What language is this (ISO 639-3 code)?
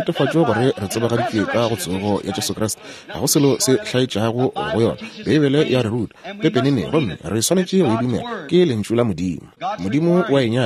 nso